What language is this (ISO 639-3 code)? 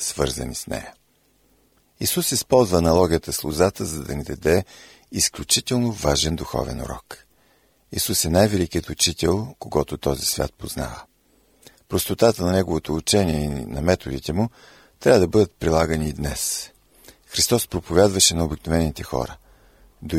bul